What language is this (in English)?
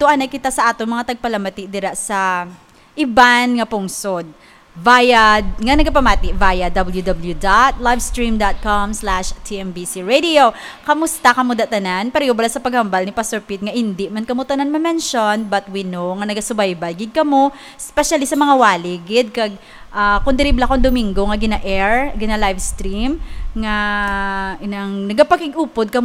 Hiligaynon